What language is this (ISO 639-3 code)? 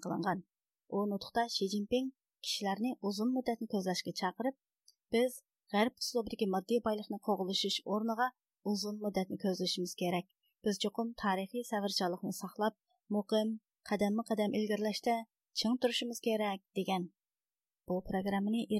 uig